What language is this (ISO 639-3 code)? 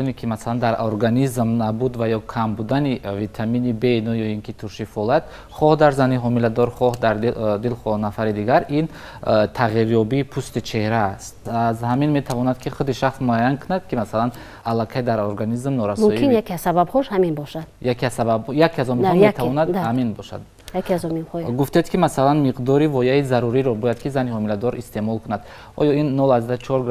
tgk